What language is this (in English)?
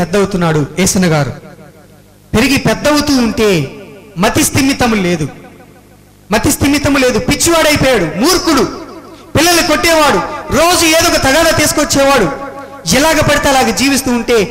Telugu